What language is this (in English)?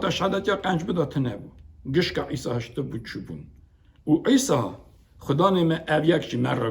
Kurdish